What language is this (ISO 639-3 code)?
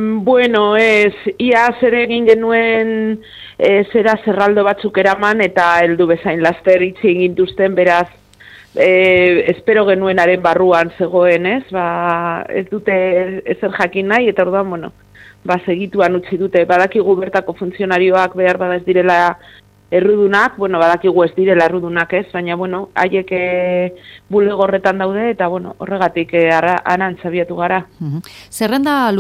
eus